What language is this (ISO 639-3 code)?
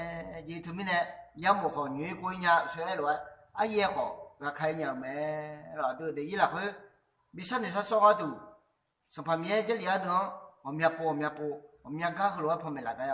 ahk